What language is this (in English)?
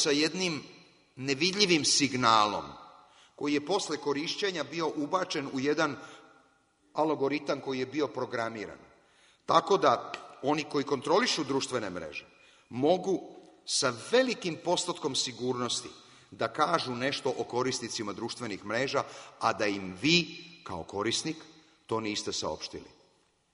Serbian